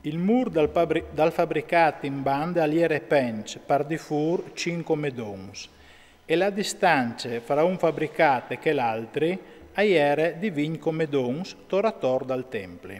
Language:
Friulian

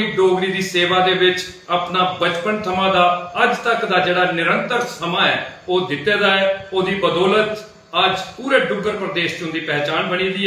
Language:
Dogri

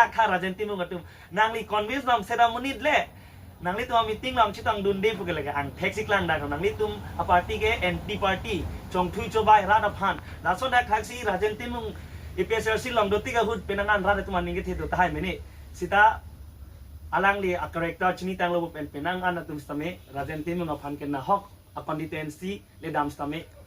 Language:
Karbi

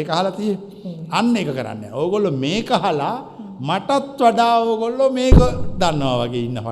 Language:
Sinhala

